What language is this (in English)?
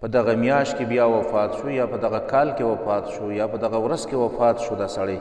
Pashto